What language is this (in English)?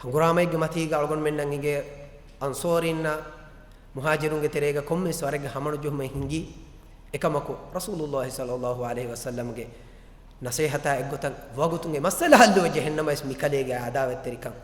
Divehi